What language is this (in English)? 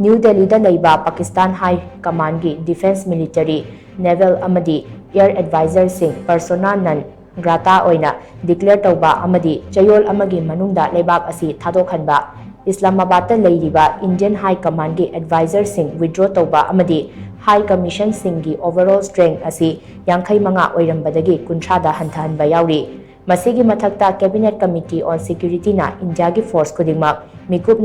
Manipuri